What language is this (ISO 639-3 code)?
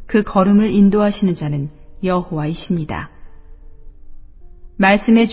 kor